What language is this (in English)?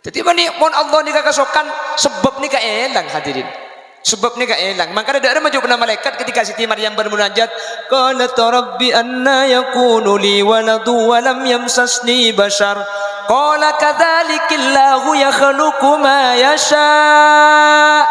Madurese